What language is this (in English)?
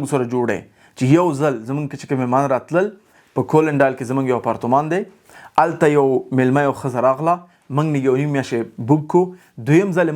Pashto